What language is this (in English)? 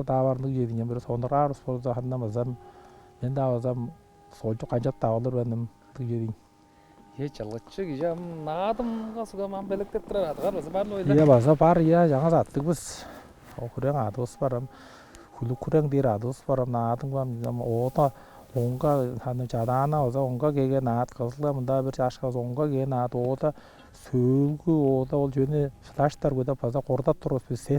Tuvinian